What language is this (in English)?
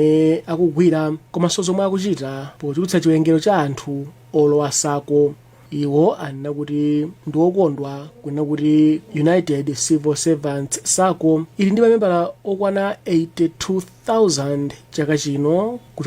Nyanja